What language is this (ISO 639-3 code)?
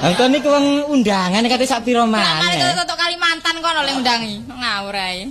jav